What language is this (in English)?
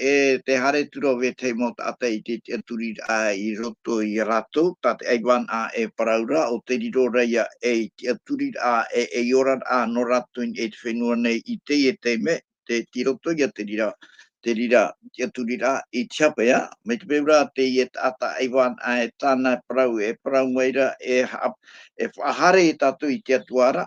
Tahitian